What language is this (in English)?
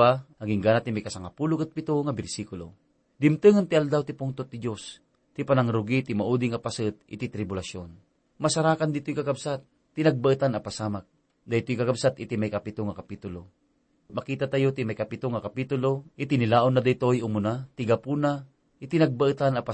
Iloko